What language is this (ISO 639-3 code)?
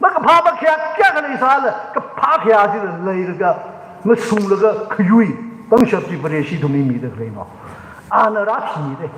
nmf